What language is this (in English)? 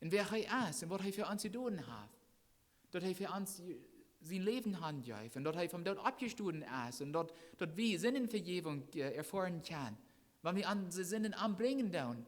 Plautdietsch